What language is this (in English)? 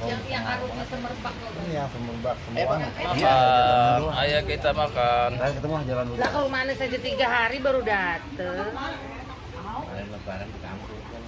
Betawi